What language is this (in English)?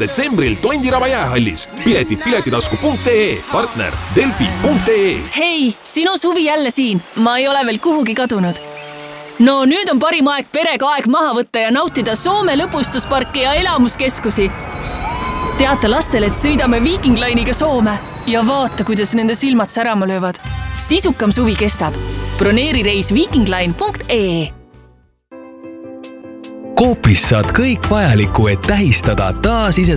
Estonian